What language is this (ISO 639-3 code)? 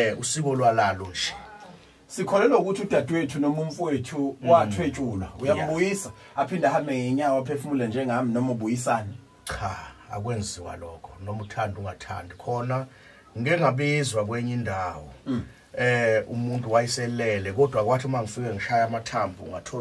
zul